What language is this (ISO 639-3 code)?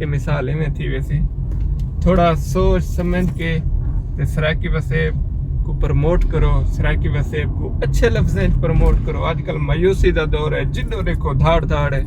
skr